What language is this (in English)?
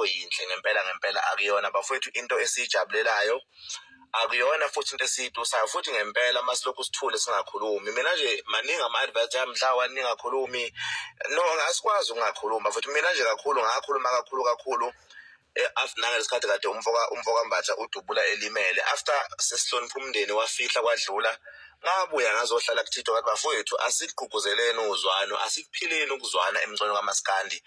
Zulu